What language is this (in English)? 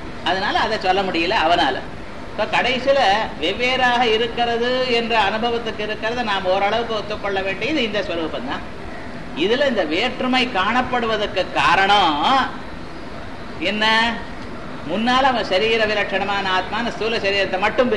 Tamil